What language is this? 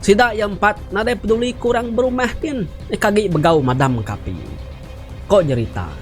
Iban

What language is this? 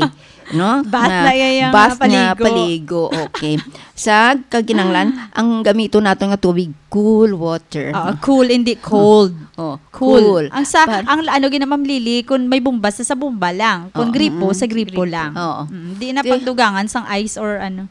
Hiligaynon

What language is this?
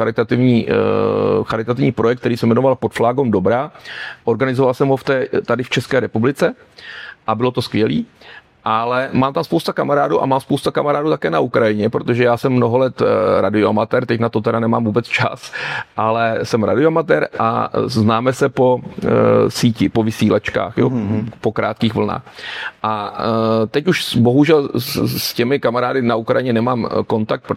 Czech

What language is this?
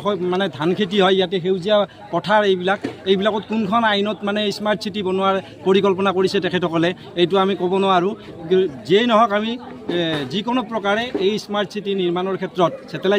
Assamese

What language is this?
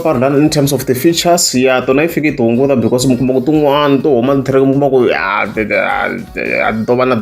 Tsonga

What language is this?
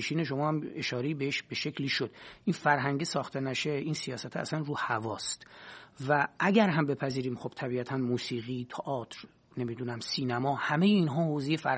Persian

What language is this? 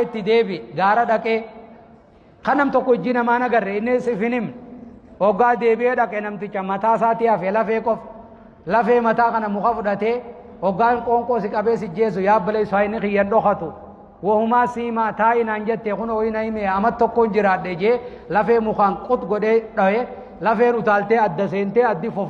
Oromo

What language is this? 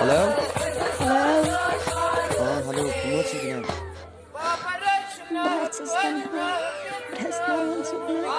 Kashmiri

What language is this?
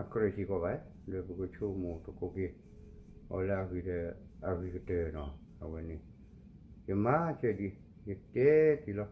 S'gaw Karen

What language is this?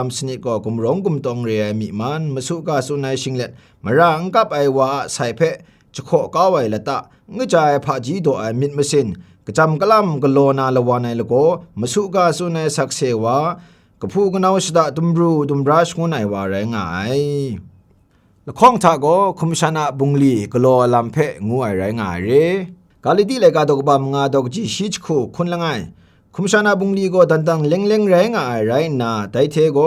Kachin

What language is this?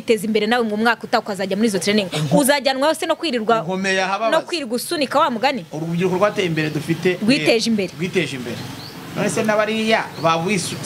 Kinyarwanda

